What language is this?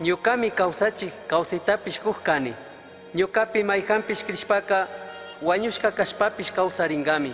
Chimborazo Highland Quichua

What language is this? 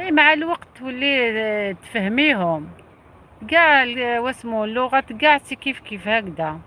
Algerian Arabic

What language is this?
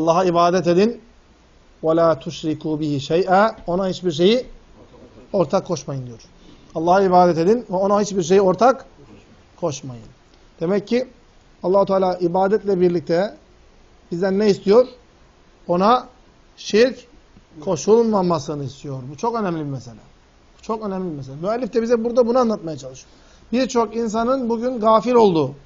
Turkish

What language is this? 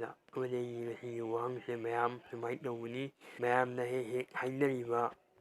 Manipuri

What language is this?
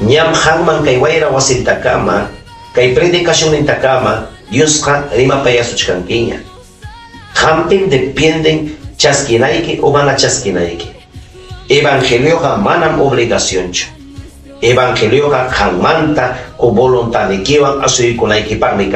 Ayacucho Quechua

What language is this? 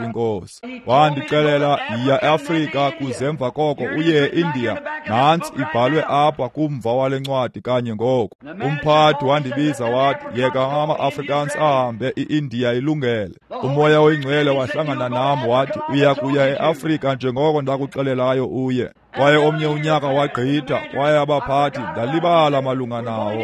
Xhosa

